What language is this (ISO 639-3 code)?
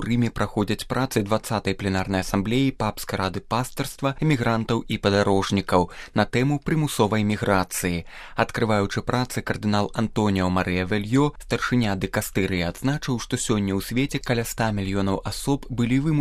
bel